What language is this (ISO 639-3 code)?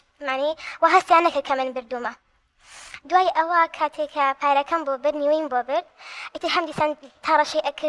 ckb